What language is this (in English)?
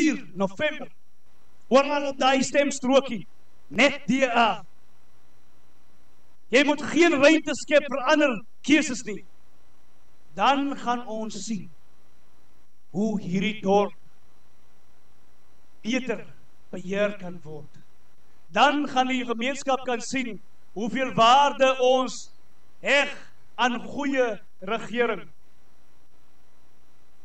Afrikaans